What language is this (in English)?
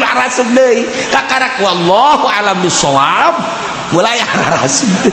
Sundanese